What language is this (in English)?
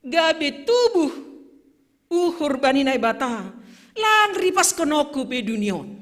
Batak Simalungun